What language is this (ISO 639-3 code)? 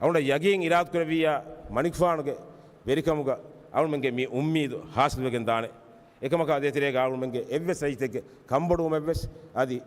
div